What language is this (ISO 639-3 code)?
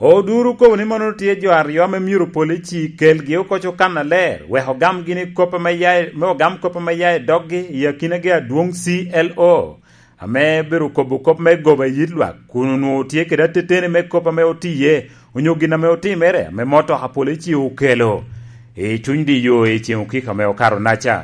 laj